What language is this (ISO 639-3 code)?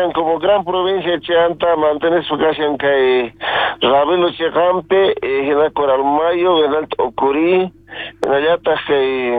quh